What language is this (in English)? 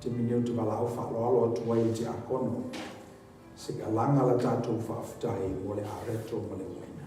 Samoan